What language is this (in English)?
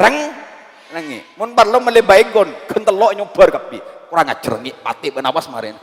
Madurese